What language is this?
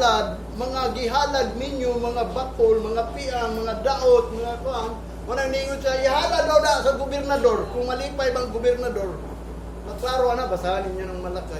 Cebuano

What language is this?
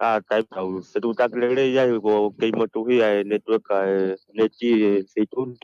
Tongan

